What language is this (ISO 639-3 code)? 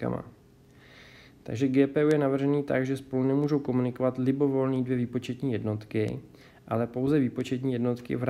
ces